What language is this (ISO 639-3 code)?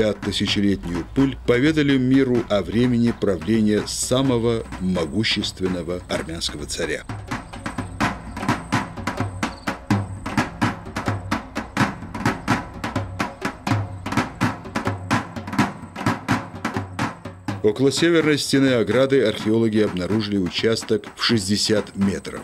rus